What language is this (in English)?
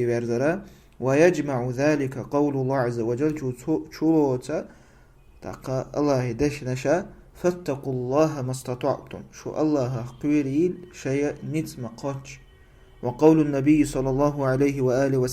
Chechen